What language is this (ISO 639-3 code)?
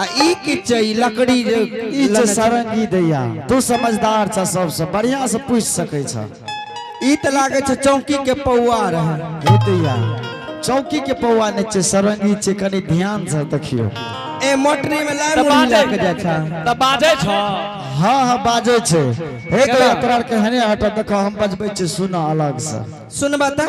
anp